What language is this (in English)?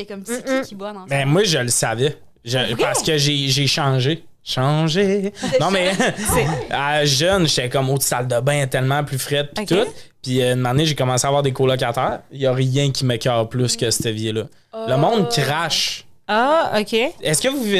French